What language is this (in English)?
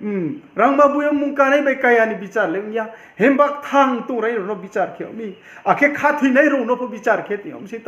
Riang (India)